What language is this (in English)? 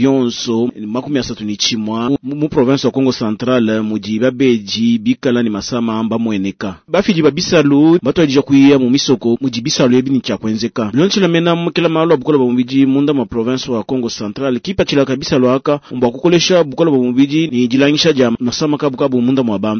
Luba-Lulua